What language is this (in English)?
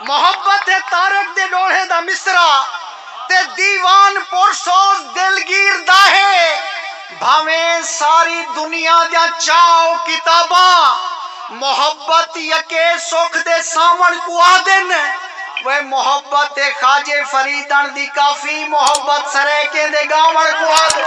Saraiki